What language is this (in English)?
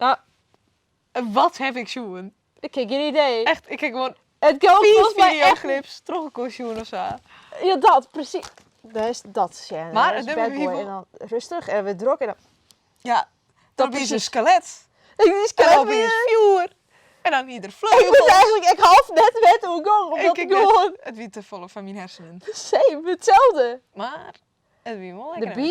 Western Frisian